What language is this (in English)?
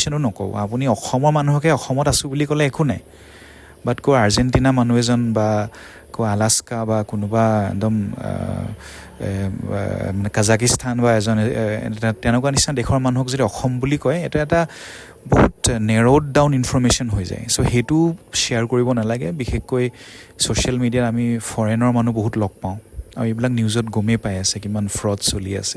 Assamese